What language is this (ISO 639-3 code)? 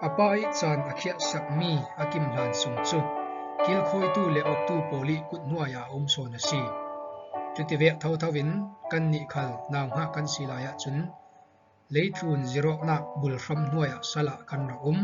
cfm